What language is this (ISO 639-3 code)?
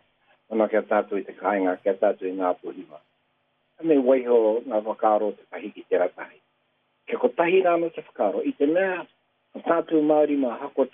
mri